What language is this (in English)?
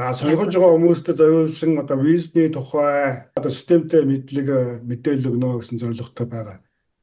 Mongolian